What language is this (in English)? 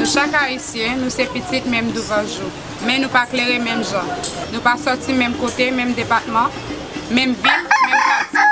Haitian Creole